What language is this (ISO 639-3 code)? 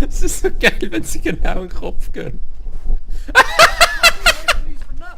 gsw